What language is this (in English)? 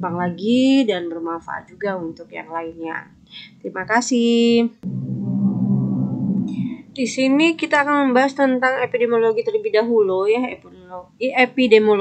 Indonesian